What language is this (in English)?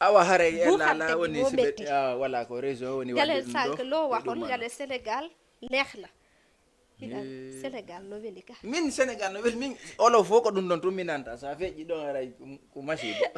Fula